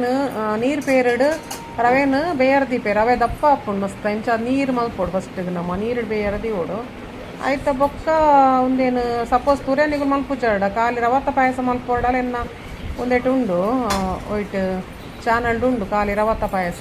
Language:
Tulu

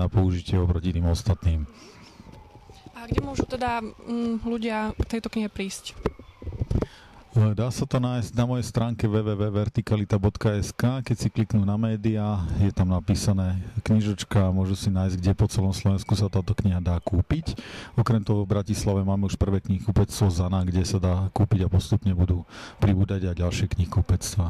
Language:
Slovak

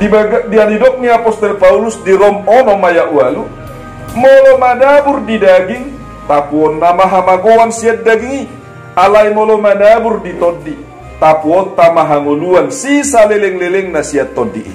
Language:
Batak Toba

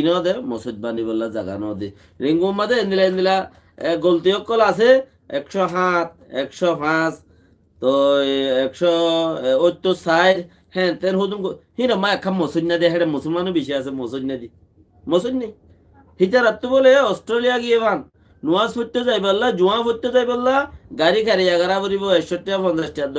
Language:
Rohingya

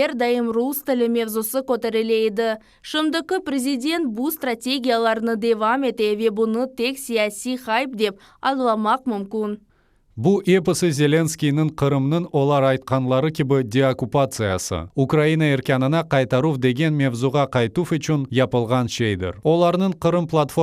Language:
Crimean Tatar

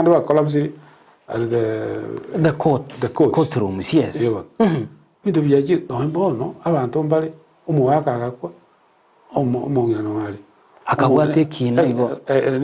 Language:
Gusii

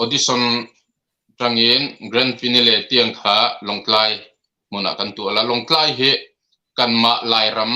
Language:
Hakha Chin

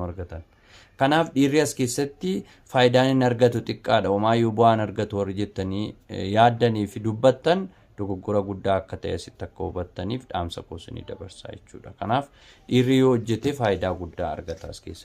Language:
Oromo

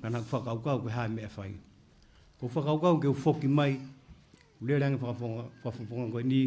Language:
Tongan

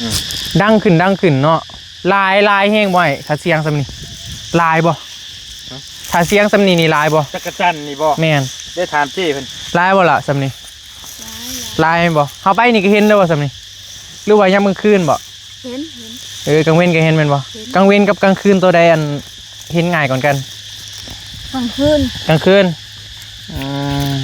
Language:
Northeastern Thai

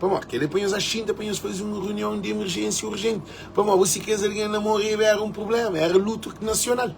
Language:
Kabuverdianu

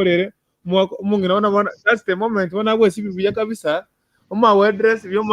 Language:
Gusii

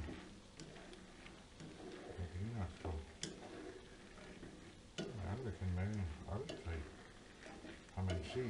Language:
Danish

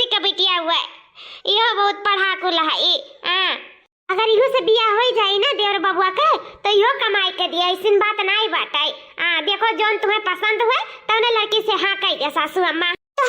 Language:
Awadhi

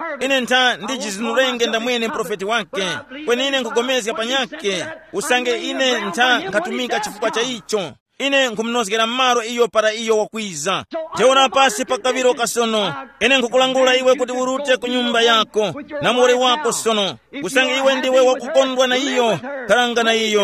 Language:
Tumbuka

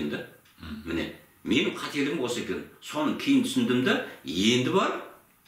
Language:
Kazakh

